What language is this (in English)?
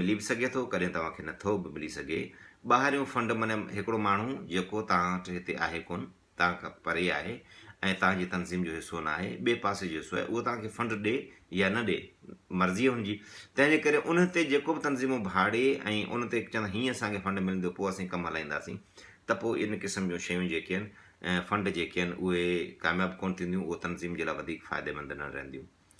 Sindhi